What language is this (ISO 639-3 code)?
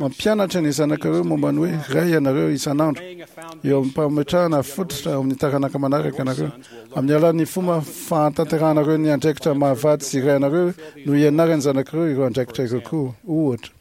mlg